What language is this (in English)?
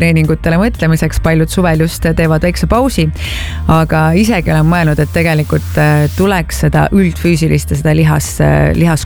Estonian